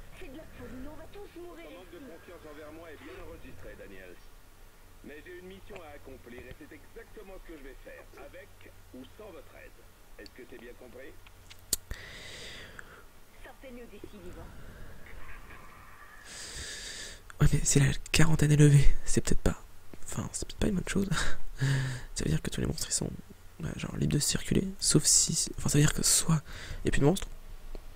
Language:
French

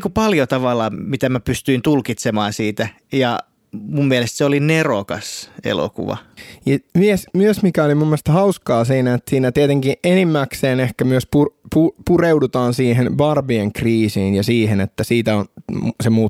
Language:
Finnish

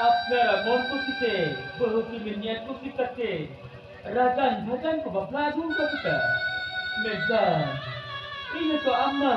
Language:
Santali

